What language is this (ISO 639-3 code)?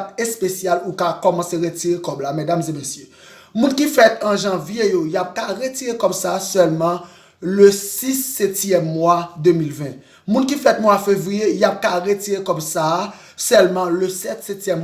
hat